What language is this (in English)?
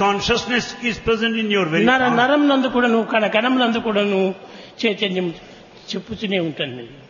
Telugu